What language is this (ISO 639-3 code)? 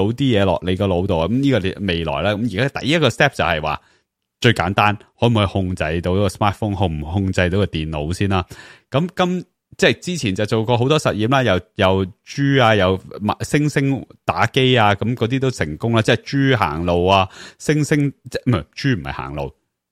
yue